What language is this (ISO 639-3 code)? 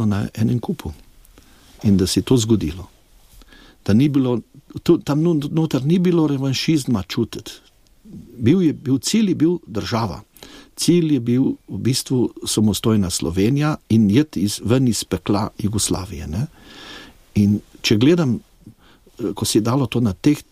slv